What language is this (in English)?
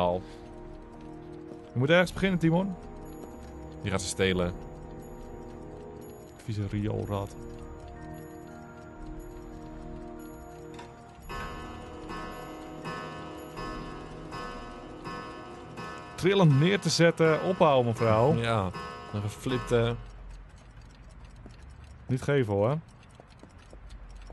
Dutch